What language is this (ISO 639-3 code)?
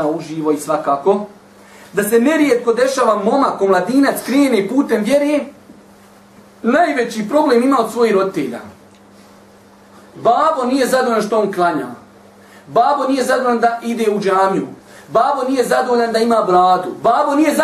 bos